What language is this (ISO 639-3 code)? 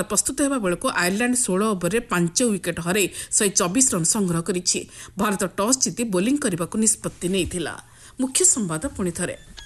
ori